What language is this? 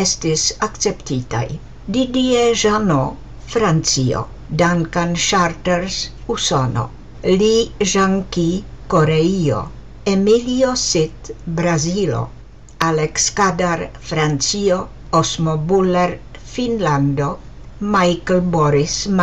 Esperanto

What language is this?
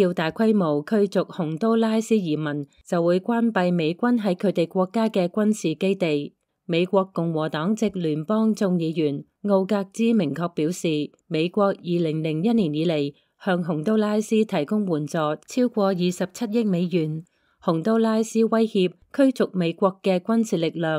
Cantonese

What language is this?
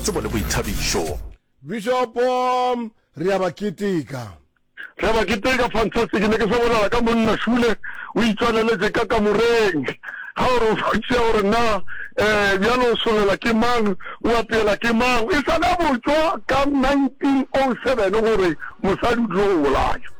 Northern Sotho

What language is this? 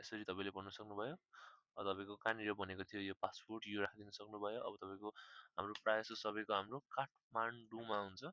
Nepali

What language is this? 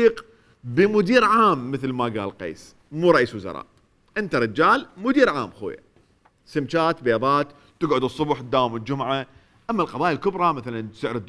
Mesopotamian Arabic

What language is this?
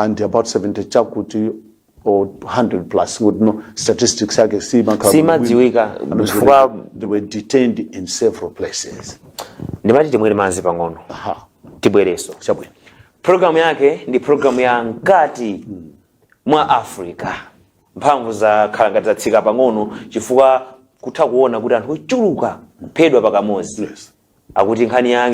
Nyanja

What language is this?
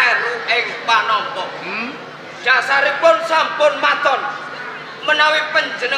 Javanese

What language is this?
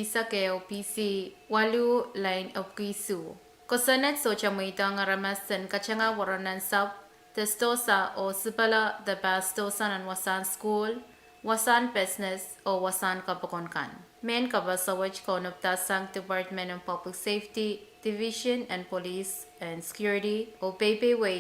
Pohnpeian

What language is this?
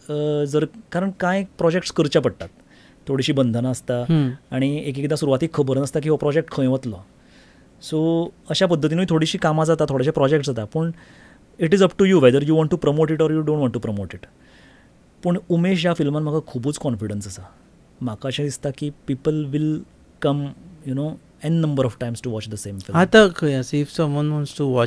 Konkani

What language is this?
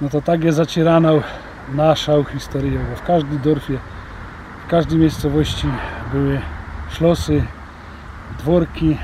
Silesian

